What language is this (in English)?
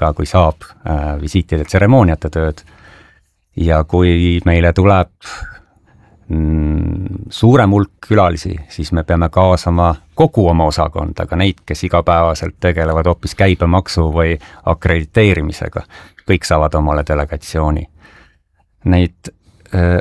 Estonian